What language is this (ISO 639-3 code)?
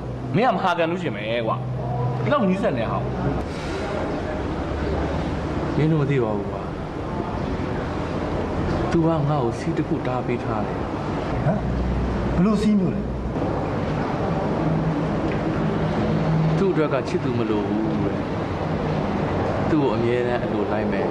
mya